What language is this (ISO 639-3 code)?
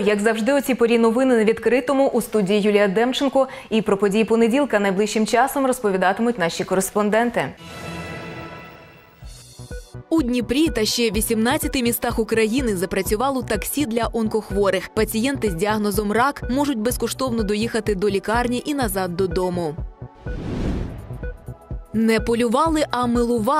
ukr